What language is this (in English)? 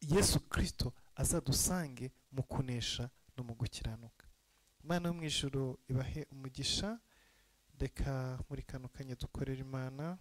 Kinyarwanda